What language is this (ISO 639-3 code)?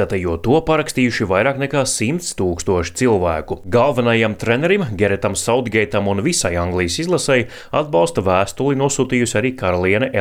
lav